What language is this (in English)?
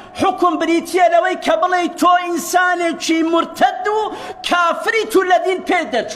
Central Kurdish